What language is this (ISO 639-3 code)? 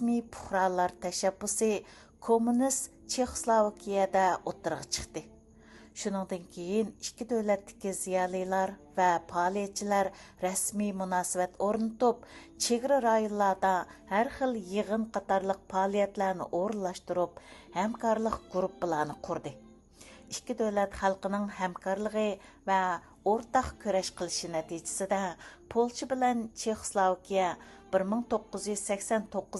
uig